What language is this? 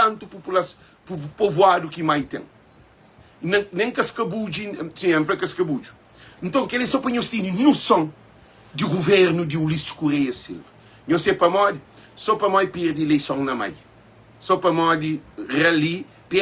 Kabuverdianu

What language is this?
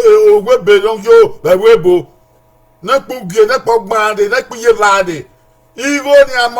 Bini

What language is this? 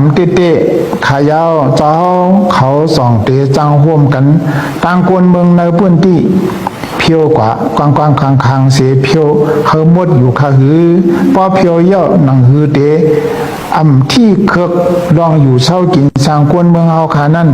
Shan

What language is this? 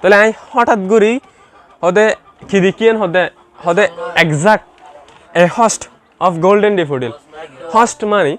Rohingya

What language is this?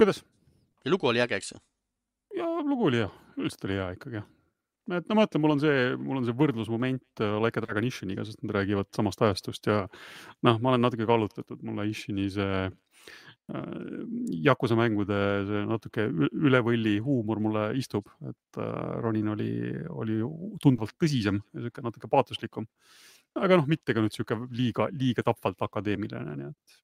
Estonian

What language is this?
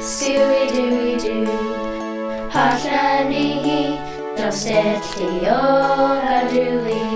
Cherokee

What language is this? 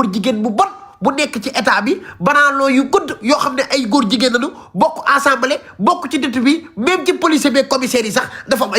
Wolof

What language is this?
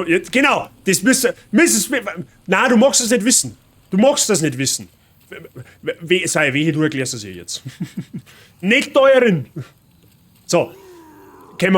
Bavarian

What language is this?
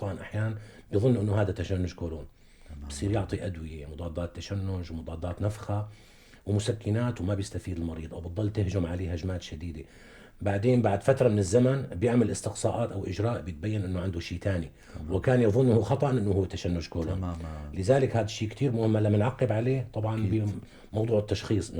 North Levantine Arabic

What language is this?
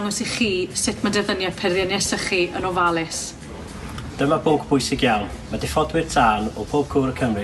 Welsh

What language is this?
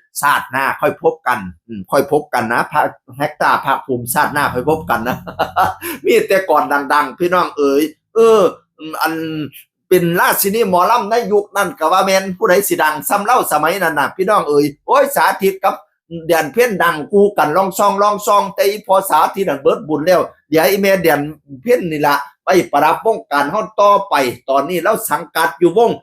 Northeastern Thai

